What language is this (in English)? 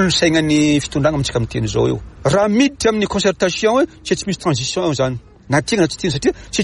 Malagasy